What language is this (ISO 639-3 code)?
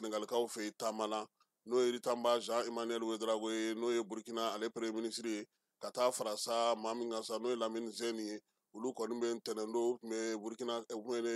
bam